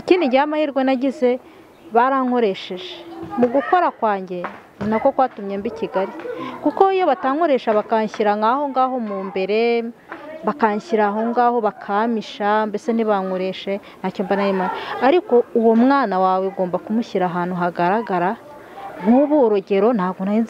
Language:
Kinyarwanda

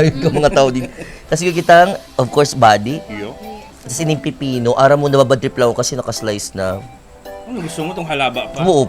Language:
Bikol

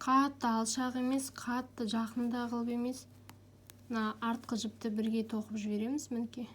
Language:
Kazakh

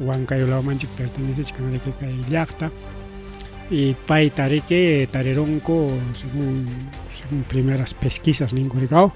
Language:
Ayacucho Quechua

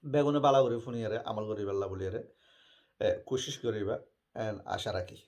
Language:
Rohingya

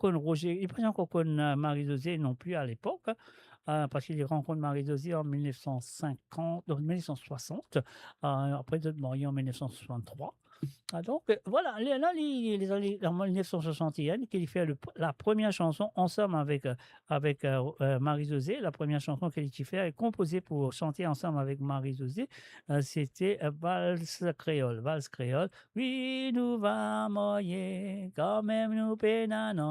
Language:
Morisyen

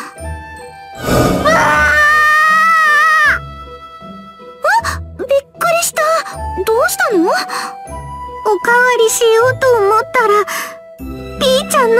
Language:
Japanese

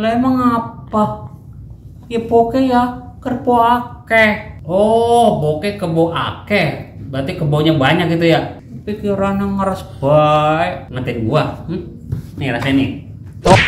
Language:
Betawi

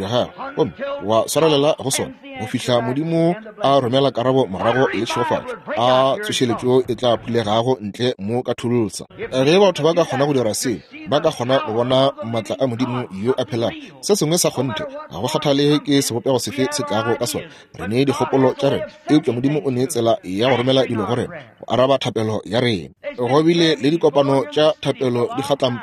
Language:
Northern Sotho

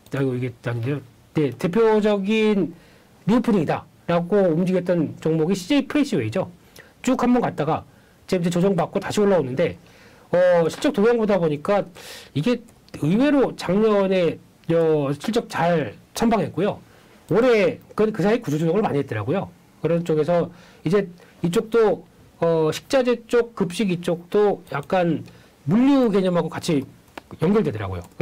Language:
Korean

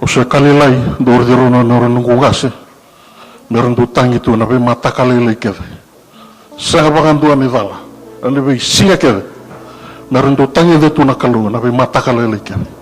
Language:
Fijian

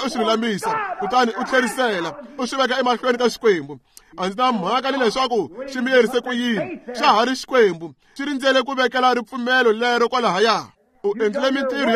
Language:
Tsonga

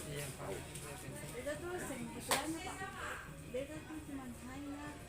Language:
Ambonese Malay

